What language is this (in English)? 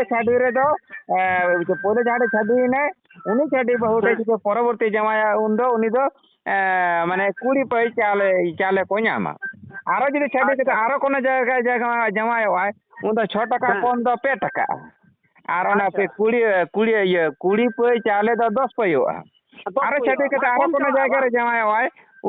Santali